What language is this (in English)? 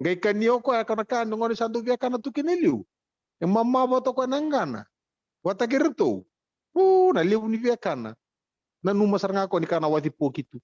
Fijian